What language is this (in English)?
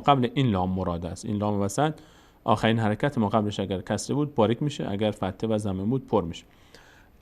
Persian